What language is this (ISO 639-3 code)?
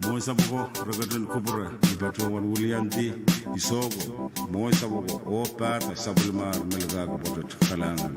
pon